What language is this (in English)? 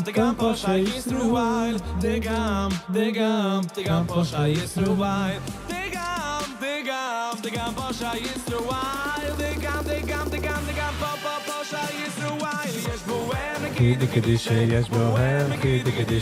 Yiddish